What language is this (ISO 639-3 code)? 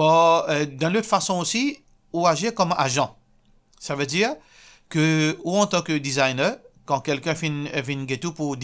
mfe